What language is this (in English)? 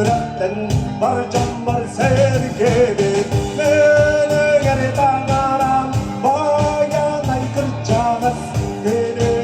Yakut